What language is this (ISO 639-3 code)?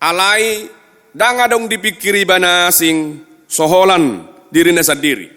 bbc